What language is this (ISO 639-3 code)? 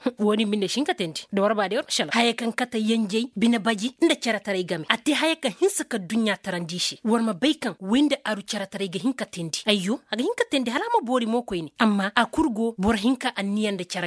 dje